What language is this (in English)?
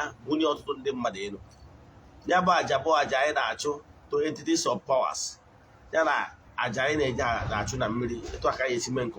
Igbo